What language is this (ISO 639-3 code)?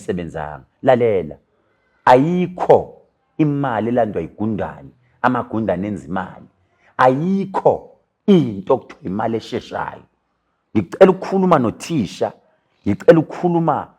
zul